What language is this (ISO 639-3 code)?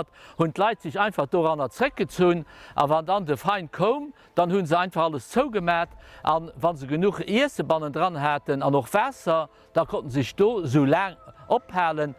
ltz